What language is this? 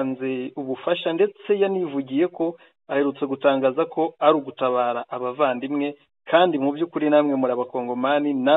Kinyarwanda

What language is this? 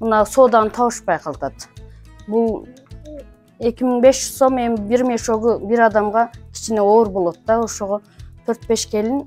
Kyrgyz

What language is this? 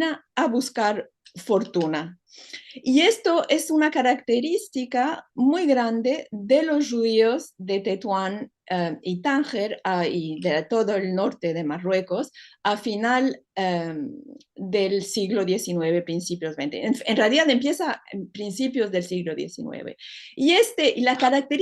Ladino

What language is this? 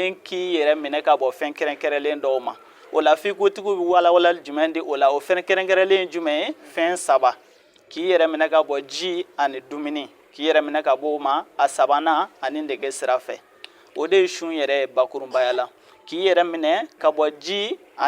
Bambara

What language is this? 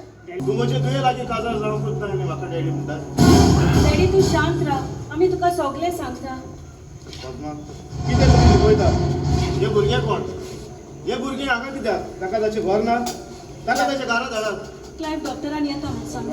Konkani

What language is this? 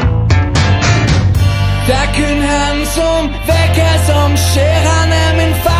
Norwegian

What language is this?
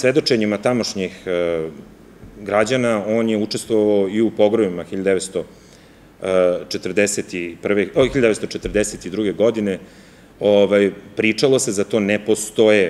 Serbian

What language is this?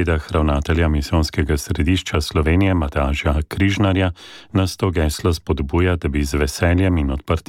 Slovenian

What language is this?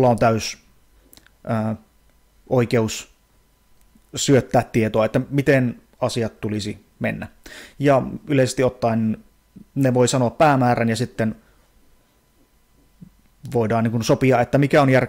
Finnish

